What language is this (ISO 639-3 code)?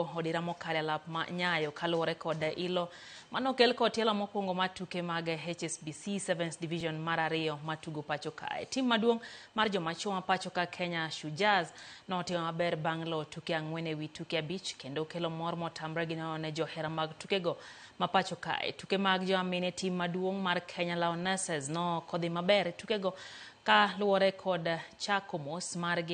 luo